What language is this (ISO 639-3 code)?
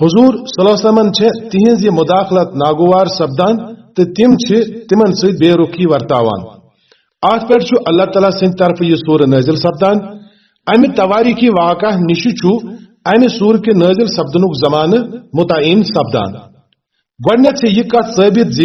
kas